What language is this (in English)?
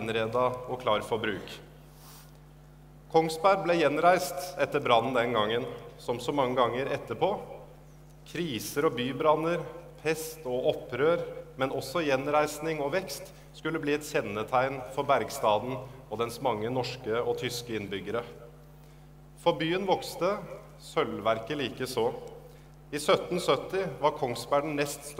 Norwegian